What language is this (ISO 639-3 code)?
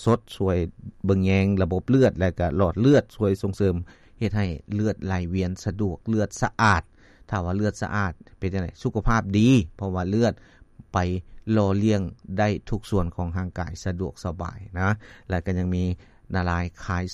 lao